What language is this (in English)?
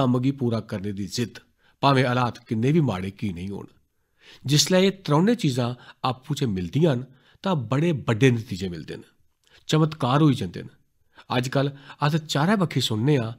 Dogri